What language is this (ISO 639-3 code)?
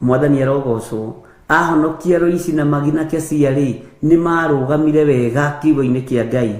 kik